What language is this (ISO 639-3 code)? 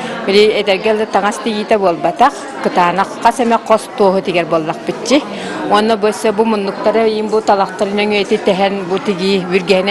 sah